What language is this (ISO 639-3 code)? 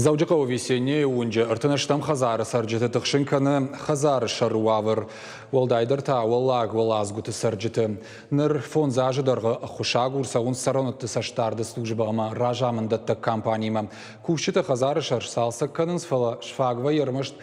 oss